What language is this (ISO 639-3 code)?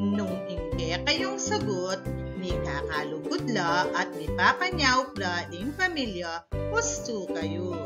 pam